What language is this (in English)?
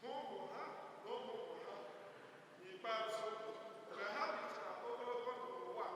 Igbo